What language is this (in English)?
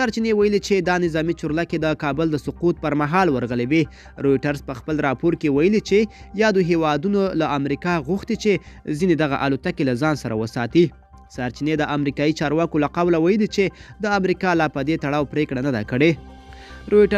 Pashto